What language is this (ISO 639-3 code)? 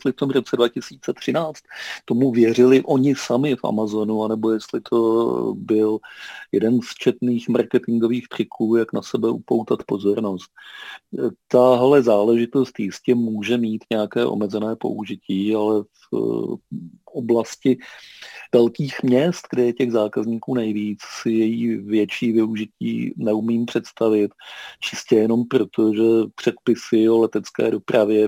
ces